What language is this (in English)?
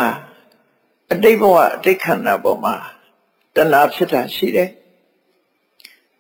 Burmese